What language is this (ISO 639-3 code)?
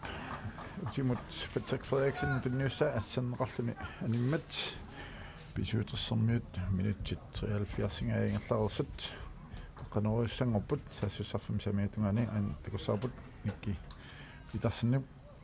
kal